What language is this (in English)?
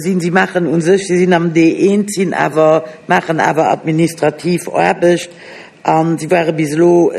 Luxembourgish